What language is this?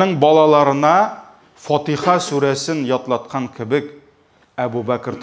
Tatar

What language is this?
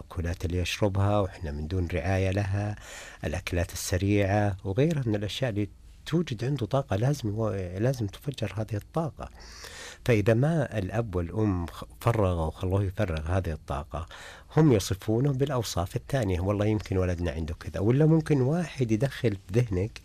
Najdi Arabic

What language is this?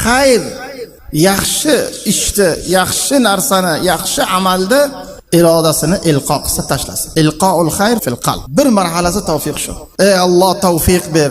Uzbek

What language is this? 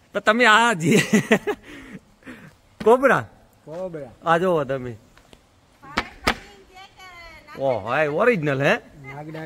Gujarati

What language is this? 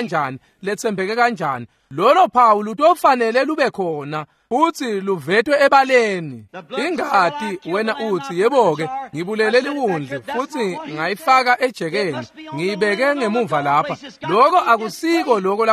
Swati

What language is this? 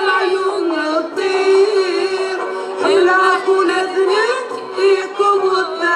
Kabyle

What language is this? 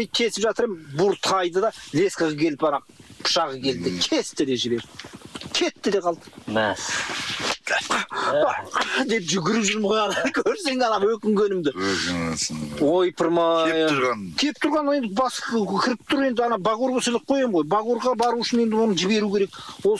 Kazakh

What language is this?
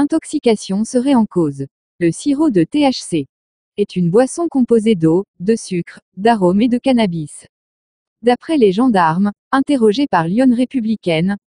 French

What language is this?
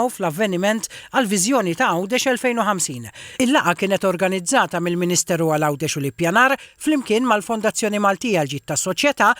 Maltese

